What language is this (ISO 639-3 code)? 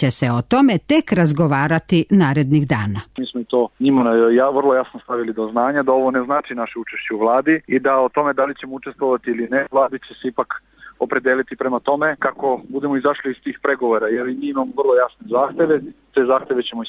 srp